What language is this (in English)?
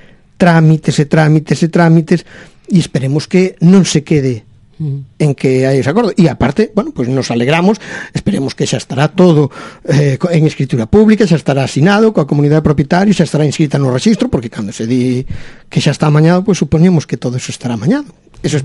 Galician